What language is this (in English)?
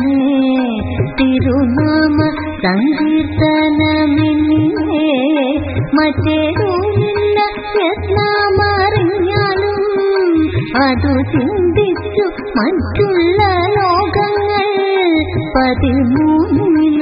Malayalam